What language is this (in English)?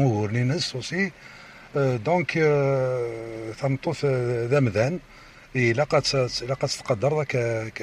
Kabyle